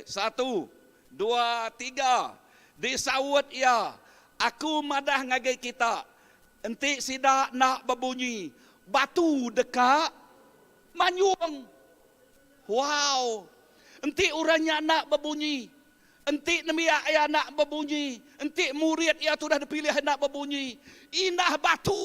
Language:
Iban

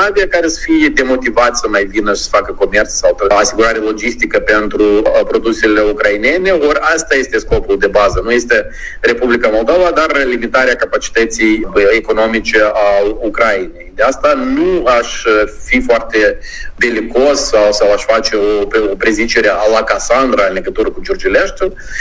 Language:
Romanian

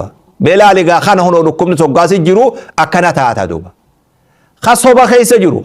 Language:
Oromo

